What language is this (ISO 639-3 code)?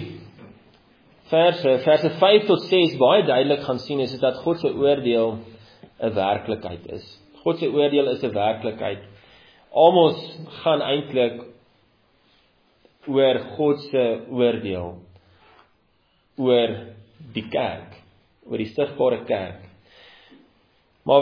afr